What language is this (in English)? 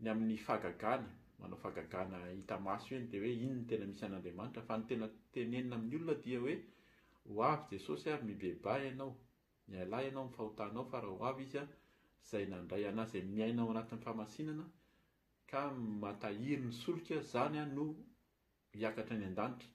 Malagasy